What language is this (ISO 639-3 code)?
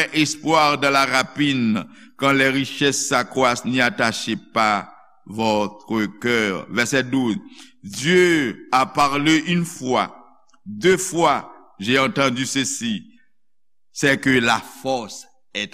hat